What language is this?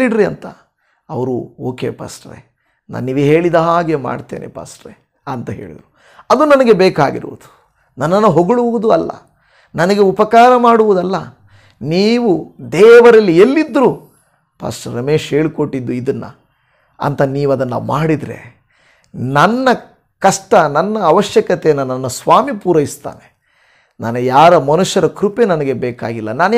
Kannada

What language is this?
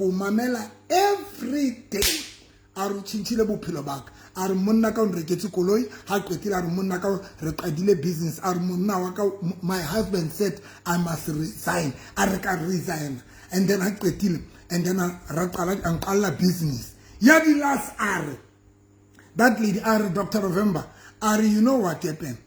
Southern Sotho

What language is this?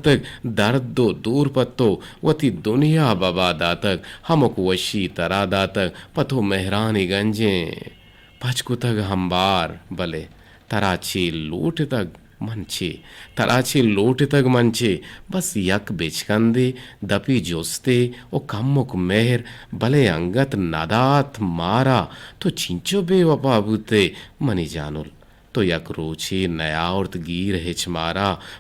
Eastern Balochi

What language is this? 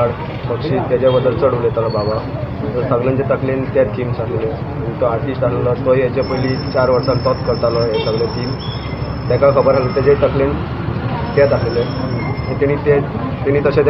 Konkani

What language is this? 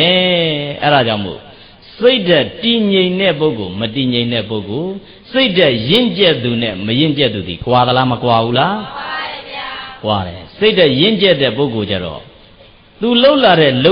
Burmese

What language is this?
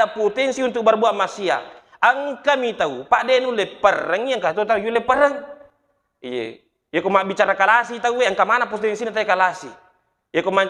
Buginese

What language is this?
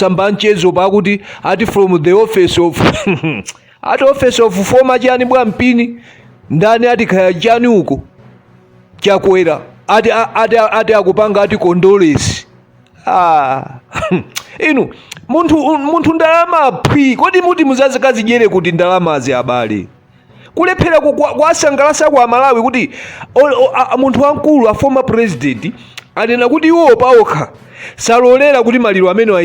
Nyanja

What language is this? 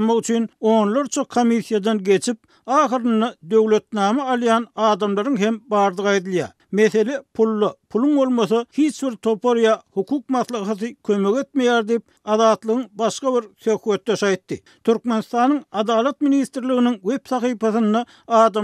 Turkmen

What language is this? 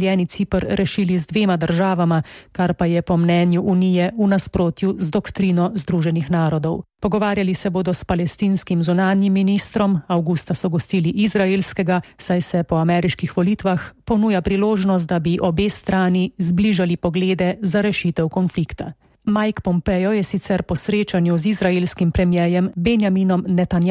Slovenian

